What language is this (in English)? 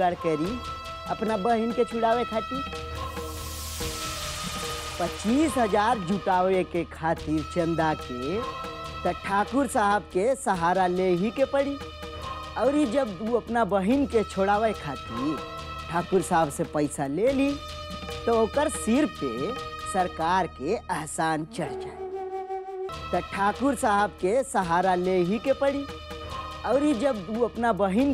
Bhojpuri